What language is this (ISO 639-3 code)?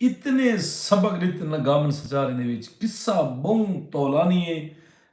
skr